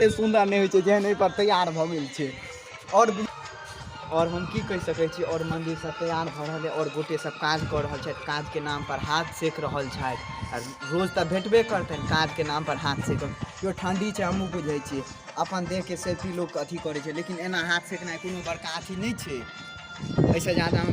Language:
Maithili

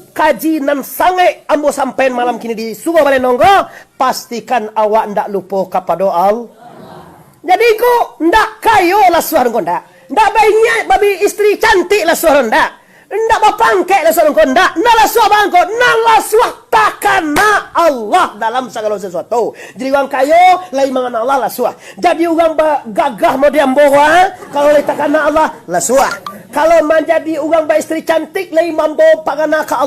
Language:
Minangkabau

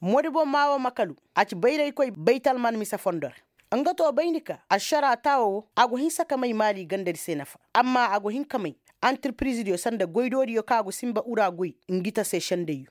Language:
Koyraboro Senni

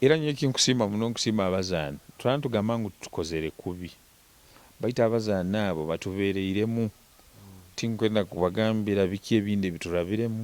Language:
Nyoro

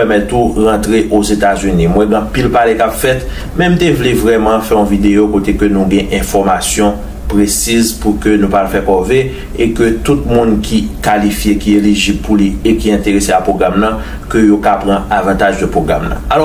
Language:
Haitian Creole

